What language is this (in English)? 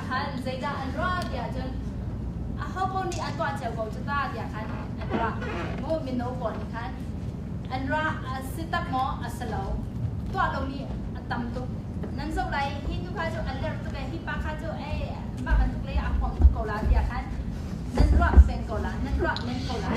Hakha Chin